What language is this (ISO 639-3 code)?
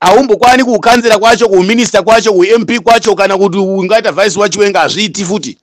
sna